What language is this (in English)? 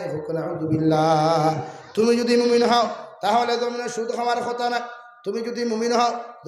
Sylheti